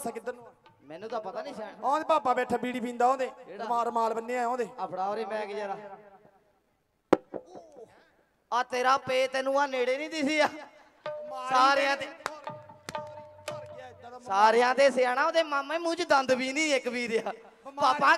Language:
Punjabi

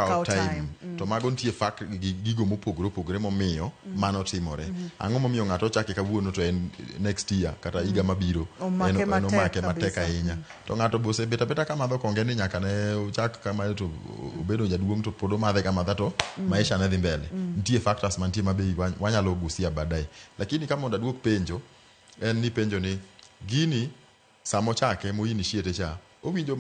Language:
Luo (Kenya and Tanzania)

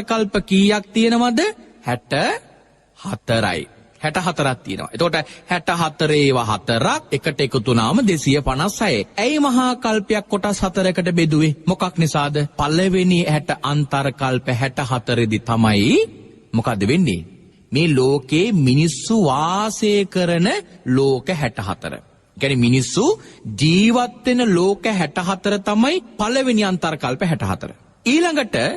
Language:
Sinhala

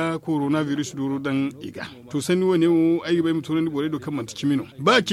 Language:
Zarma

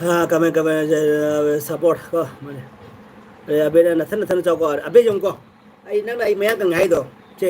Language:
Manipuri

